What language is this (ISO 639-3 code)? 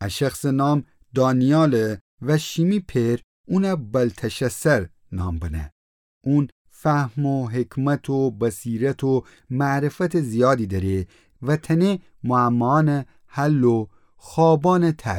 glk